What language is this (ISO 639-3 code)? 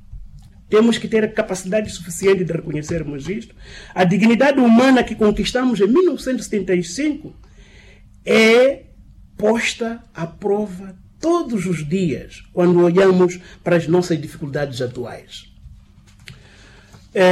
por